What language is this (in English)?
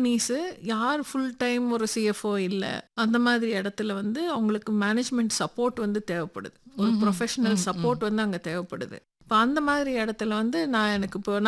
Tamil